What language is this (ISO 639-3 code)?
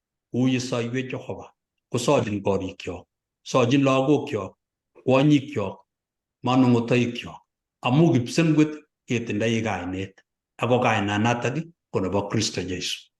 kln